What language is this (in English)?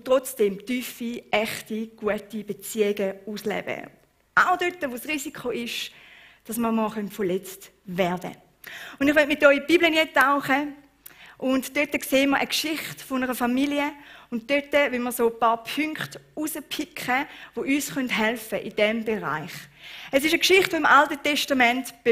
Swiss German